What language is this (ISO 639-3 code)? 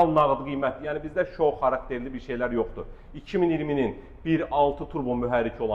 aze